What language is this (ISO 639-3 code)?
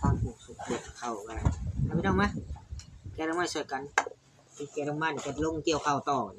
lao